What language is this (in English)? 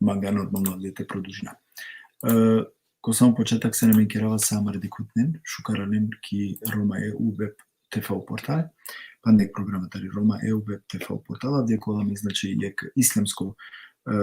Balkan Romani